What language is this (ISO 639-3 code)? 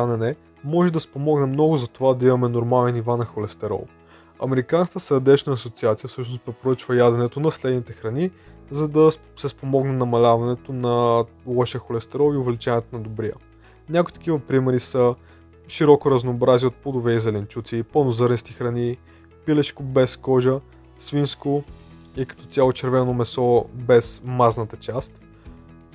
bul